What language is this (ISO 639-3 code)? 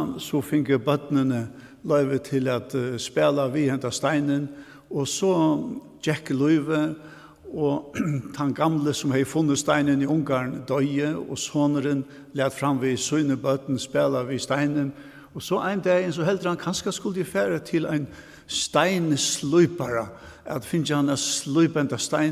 fao